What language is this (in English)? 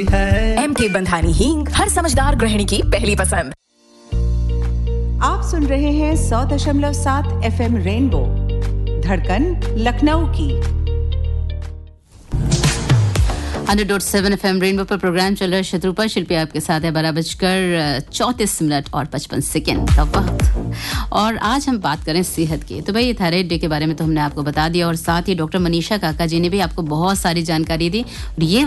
Hindi